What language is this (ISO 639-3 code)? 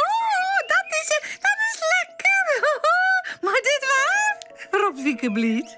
fry